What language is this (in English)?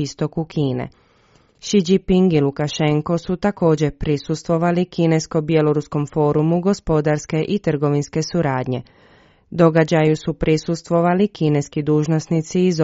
Croatian